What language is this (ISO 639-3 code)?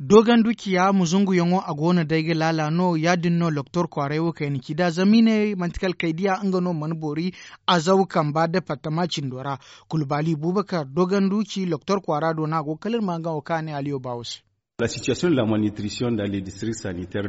dje